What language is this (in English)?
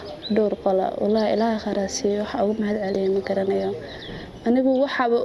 Somali